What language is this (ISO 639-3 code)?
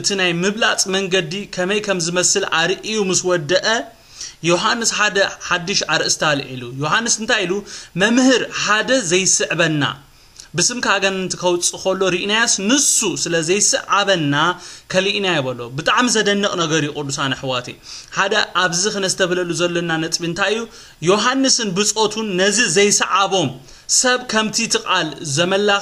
tir